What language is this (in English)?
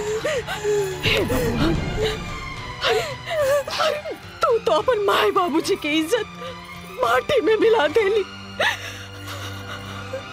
Bhojpuri